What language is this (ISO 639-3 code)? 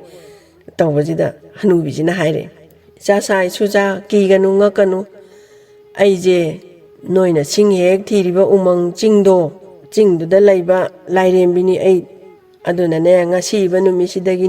mni